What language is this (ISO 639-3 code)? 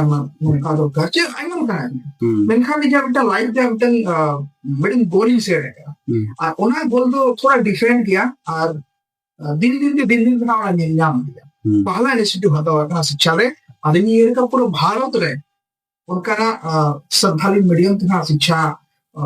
sat